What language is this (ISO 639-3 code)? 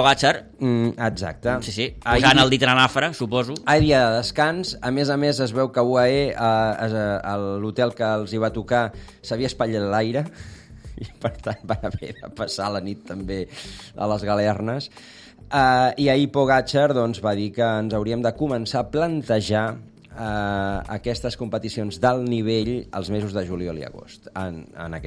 cat